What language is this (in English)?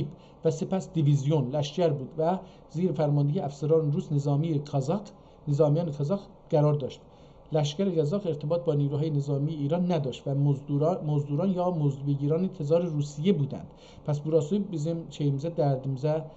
South Azerbaijani